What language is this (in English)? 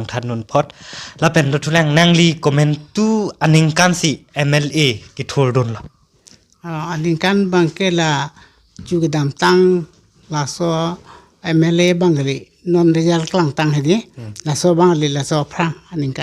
Karbi